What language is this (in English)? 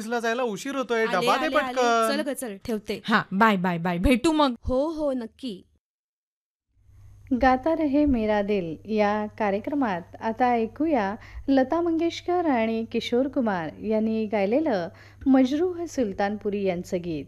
Marathi